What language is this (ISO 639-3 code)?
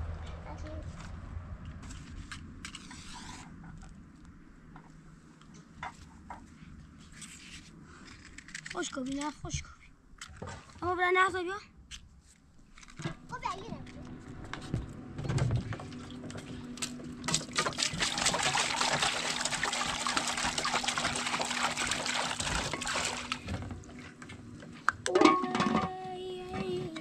fas